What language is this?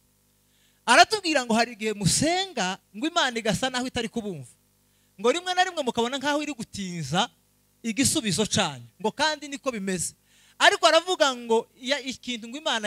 Kinyarwanda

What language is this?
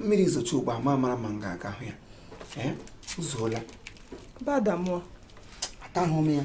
Igbo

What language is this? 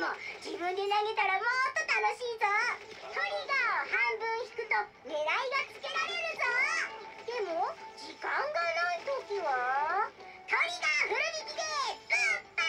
Japanese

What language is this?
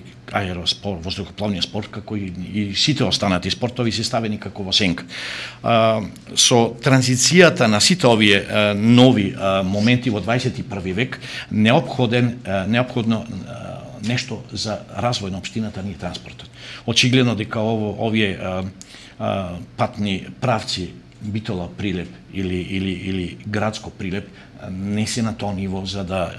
Macedonian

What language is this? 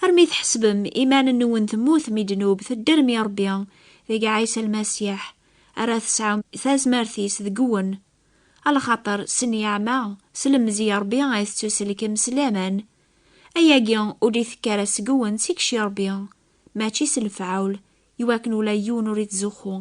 Kabyle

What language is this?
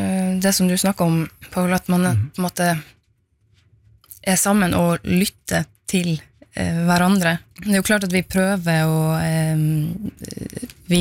Norwegian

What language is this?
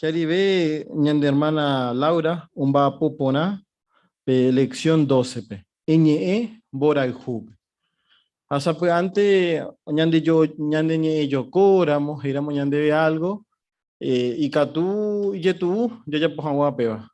Guarani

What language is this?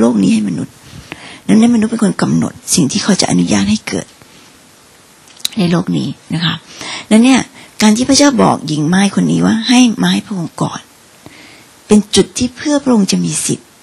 Thai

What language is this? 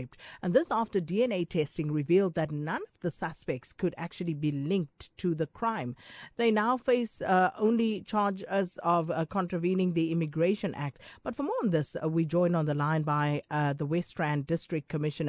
English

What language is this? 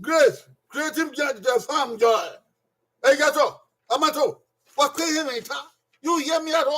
Bini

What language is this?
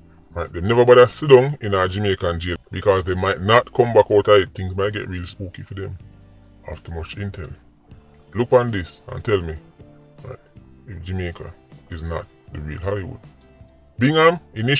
Jamaican Creole English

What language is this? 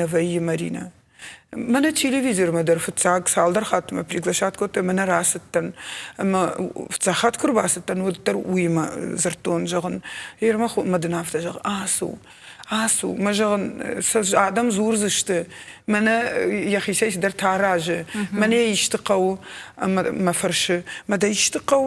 Ossetic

